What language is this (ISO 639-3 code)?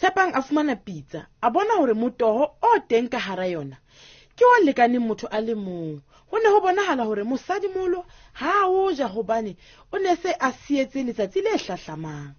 sot